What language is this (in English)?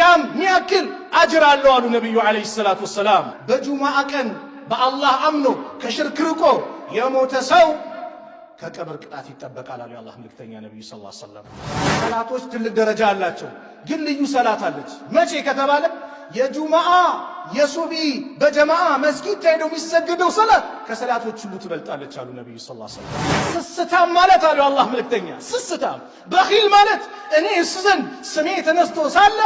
Amharic